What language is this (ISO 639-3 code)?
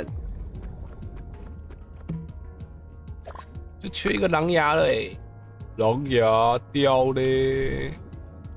zho